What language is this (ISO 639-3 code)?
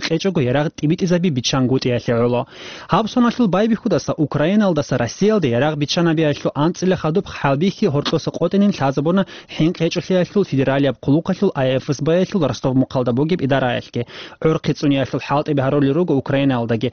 ava